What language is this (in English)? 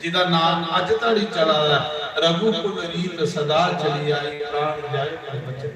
Dogri